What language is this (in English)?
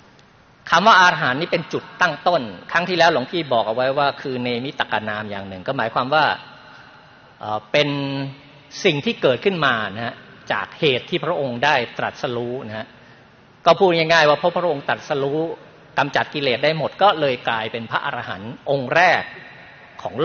Thai